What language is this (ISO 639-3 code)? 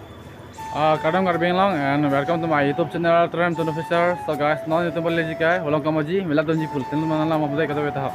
mjw